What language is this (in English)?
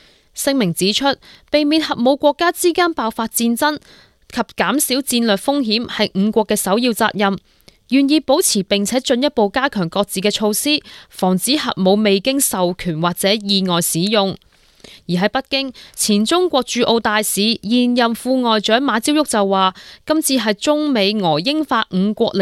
Cantonese